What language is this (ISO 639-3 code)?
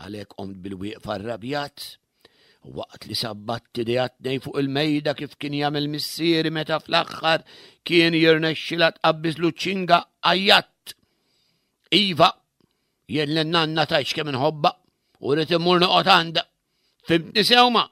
mlt